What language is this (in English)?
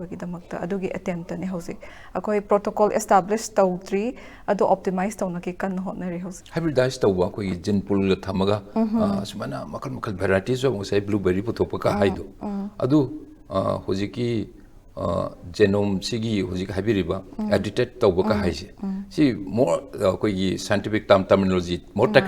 Manipuri